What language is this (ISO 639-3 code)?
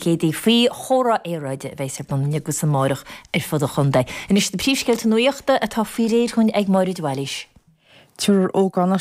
gle